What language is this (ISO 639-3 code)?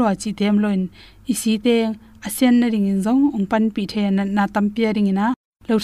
ctd